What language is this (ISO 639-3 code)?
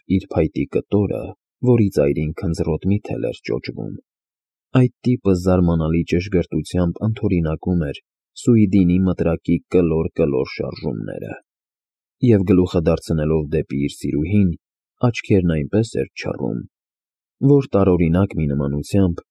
hye